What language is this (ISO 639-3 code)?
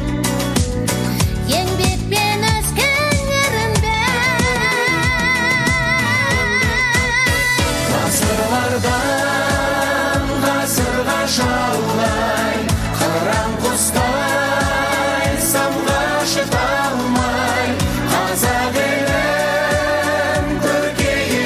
kaz